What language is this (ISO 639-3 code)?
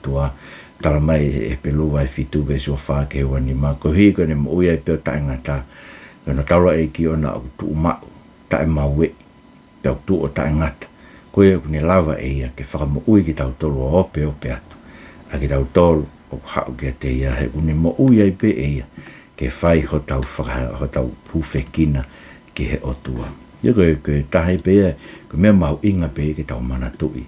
ton